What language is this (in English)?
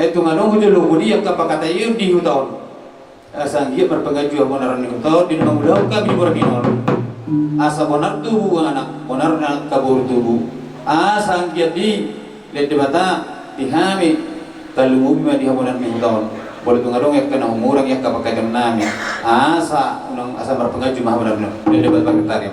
Batak Toba